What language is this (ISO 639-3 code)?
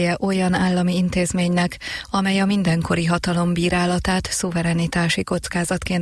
hun